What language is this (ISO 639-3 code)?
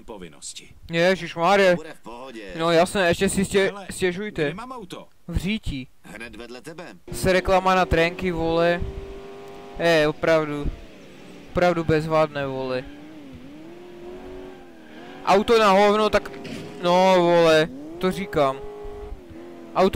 ces